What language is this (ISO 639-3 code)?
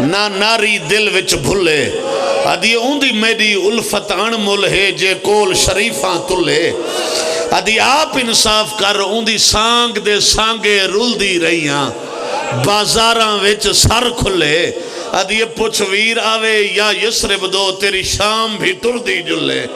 phr